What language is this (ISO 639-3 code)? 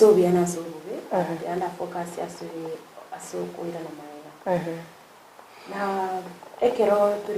guz